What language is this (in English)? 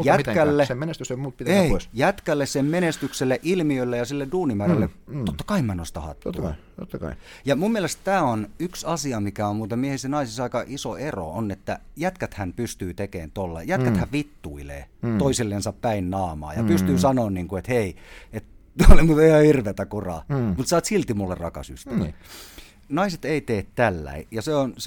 Finnish